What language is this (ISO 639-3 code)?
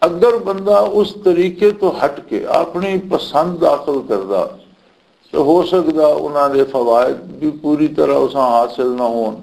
lah